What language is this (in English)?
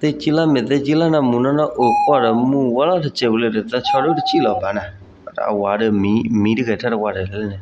S'gaw Karen